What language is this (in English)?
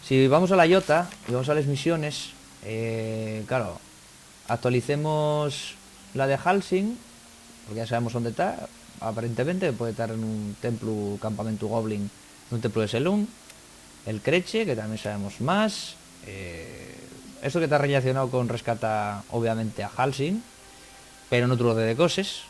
Asturian